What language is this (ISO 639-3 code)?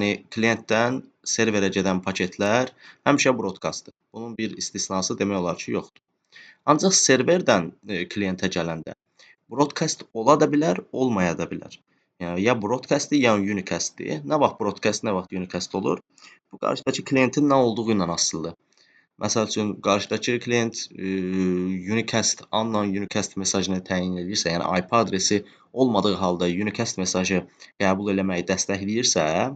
aze